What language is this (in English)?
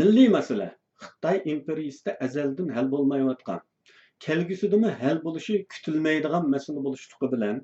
Uyghur